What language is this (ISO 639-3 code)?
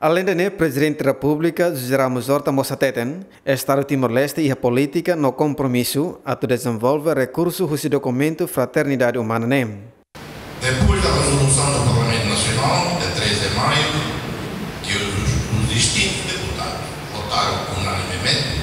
tet